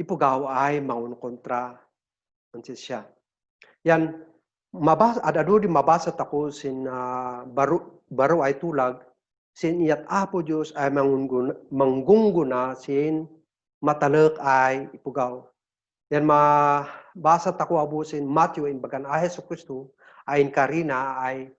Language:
Kankanaey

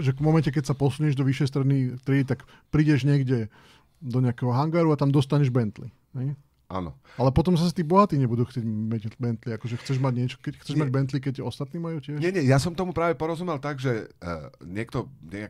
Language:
Slovak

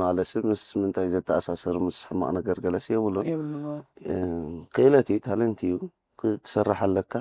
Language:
Tigrinya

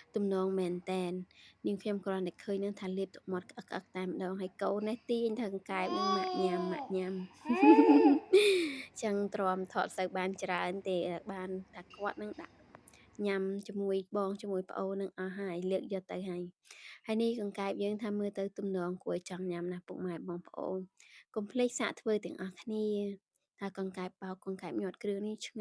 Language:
Khmer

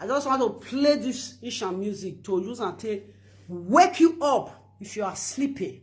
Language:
Nigerian Pidgin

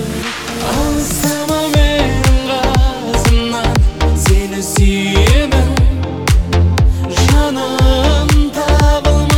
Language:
Kazakh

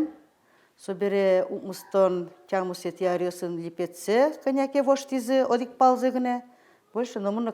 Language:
Udmurt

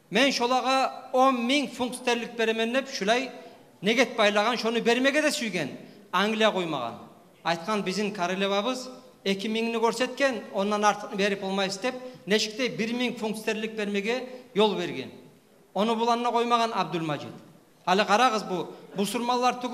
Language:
Kumyk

